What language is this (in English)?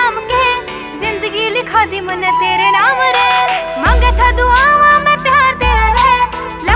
Haryanvi